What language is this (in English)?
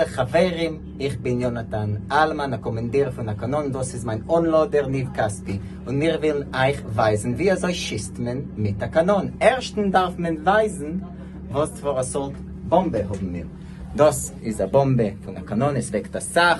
Yiddish